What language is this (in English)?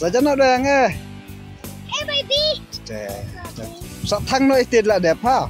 Khasi